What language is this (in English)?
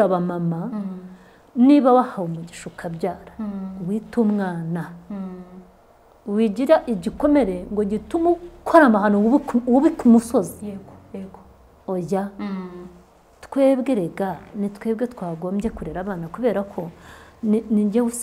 Kinyarwanda